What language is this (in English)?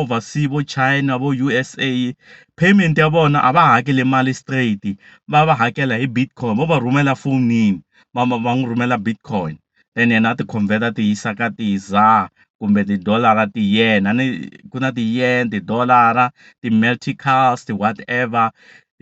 Tsonga